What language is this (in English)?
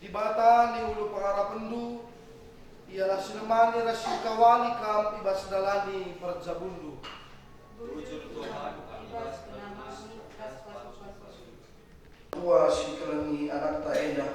Batak Karo